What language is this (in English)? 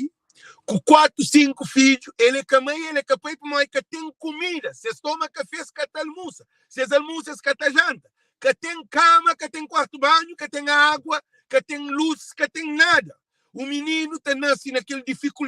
Kabuverdianu